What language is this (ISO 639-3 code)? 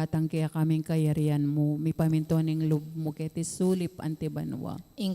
pam